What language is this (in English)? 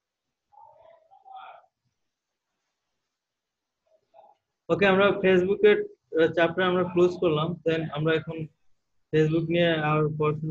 Bangla